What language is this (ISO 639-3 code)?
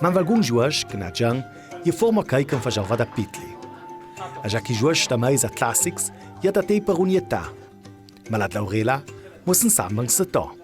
lld